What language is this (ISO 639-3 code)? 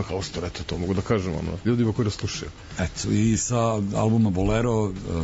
srp